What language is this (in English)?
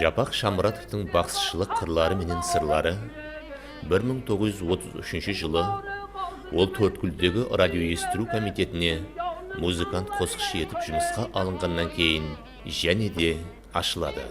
Kara-Kalpak